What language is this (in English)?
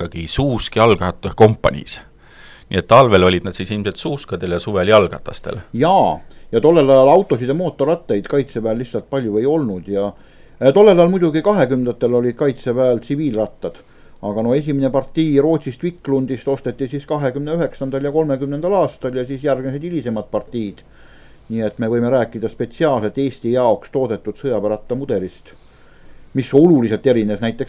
Estonian